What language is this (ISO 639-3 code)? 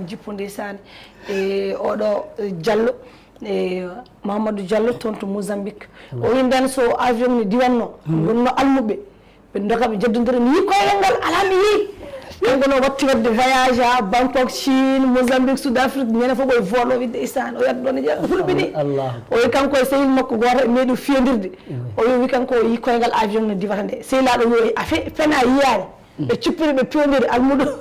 ful